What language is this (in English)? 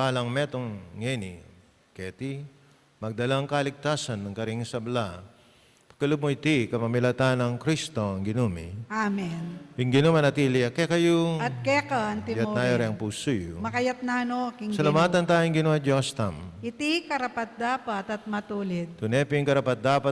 Pampanga